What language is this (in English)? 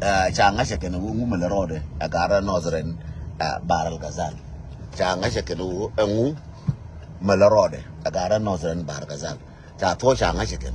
Nuer